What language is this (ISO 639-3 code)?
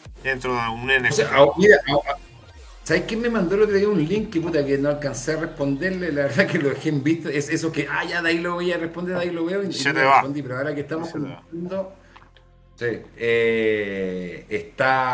spa